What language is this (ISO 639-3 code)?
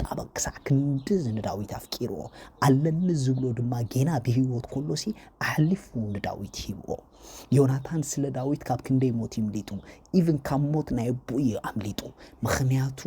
tir